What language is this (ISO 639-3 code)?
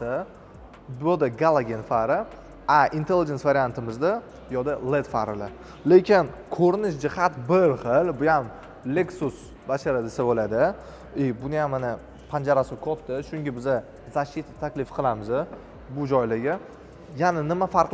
uzb